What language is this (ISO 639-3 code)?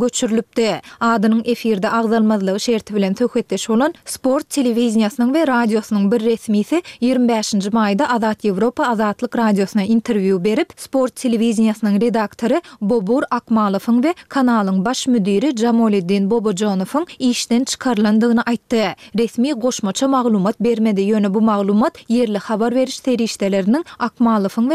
tuk